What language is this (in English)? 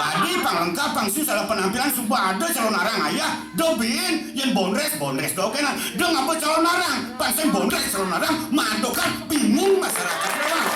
Balinese